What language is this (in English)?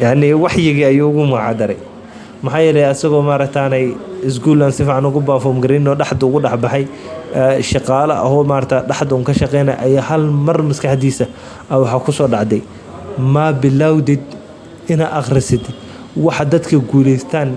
Somali